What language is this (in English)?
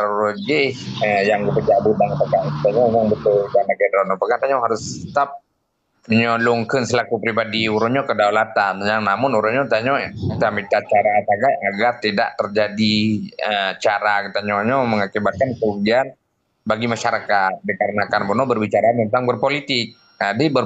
Achinese